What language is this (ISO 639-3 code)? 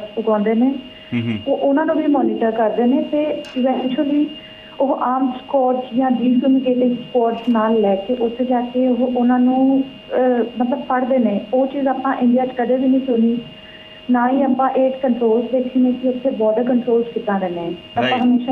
pan